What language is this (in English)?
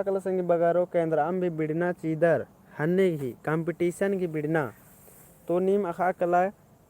Kurukh